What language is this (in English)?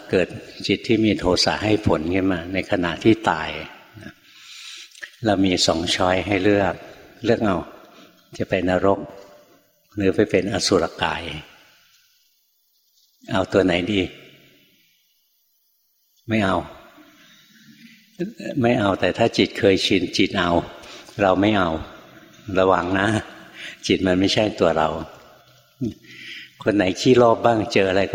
Thai